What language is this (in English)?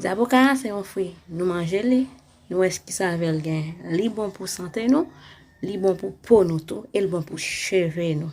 Haitian Creole